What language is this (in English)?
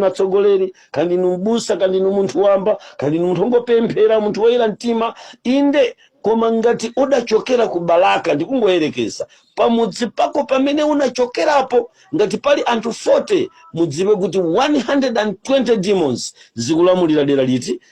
Nyanja